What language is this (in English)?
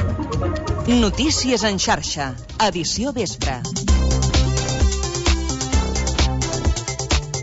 Catalan